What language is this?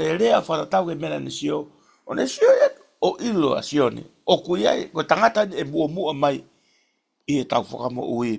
Tongan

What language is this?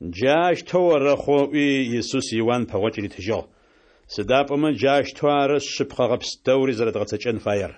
Adyghe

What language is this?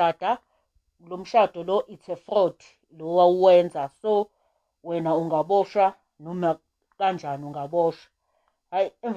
Zulu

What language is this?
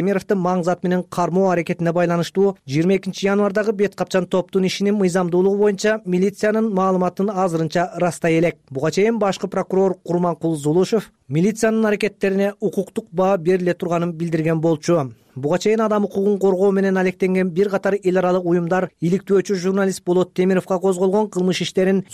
Kyrgyz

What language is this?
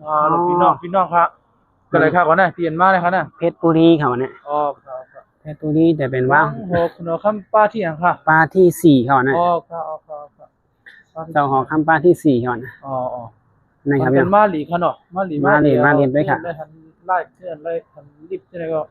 Shan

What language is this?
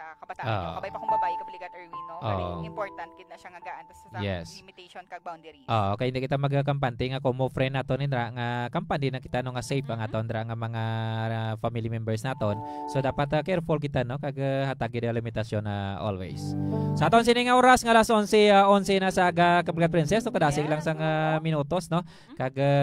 Hiligaynon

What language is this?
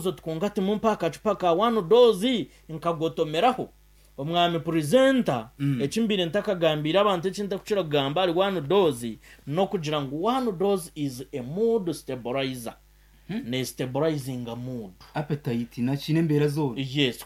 Nyankole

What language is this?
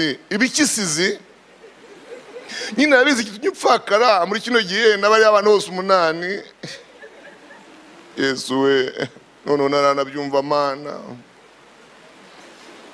Kinyarwanda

